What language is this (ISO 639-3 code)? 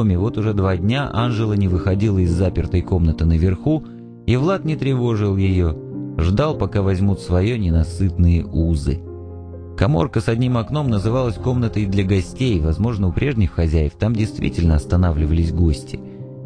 rus